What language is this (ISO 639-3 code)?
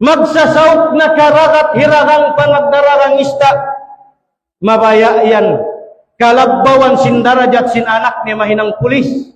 tsg